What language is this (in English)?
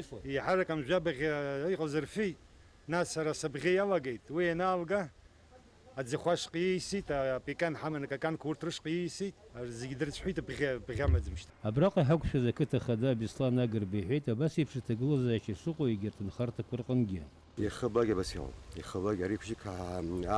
Abkhazian